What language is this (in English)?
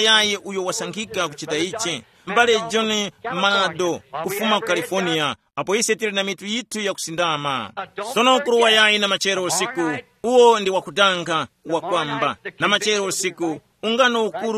Tumbuka